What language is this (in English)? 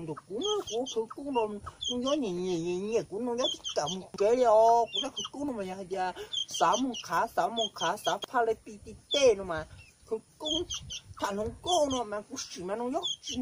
Hmong